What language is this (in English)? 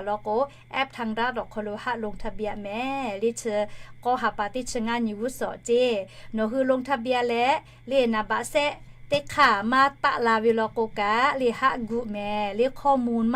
Lahu